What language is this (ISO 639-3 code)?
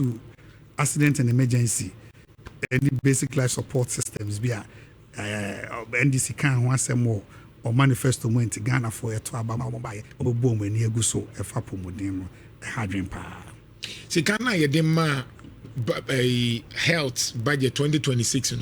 aka